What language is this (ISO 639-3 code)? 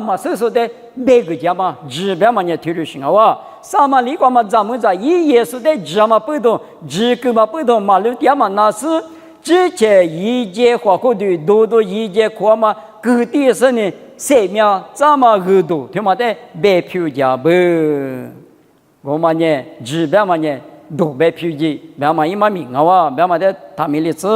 lis